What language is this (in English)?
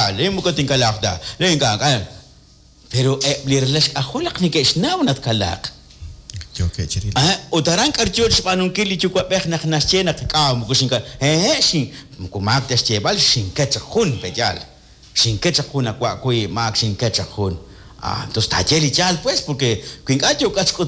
Kekchí